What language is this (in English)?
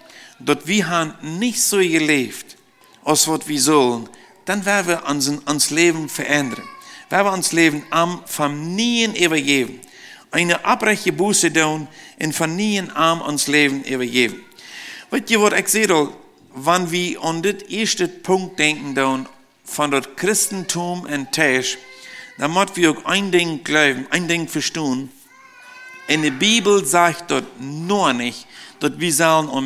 Plautdietsch